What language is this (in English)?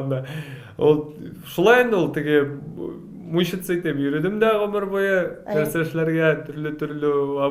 Tatar